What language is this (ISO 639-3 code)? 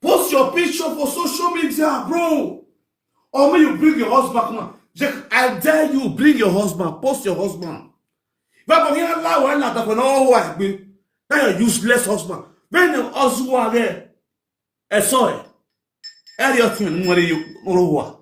pcm